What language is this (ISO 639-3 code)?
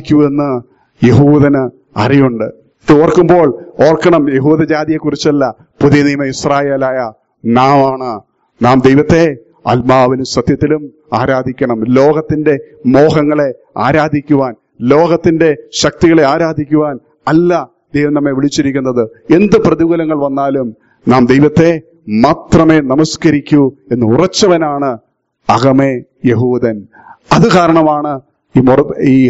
mal